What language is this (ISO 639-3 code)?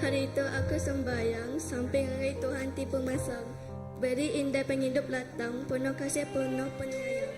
iba